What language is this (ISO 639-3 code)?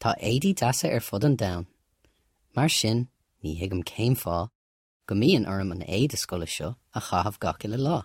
gle